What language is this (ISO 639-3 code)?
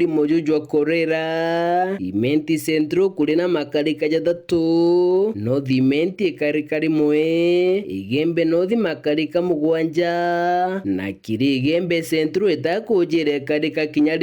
mer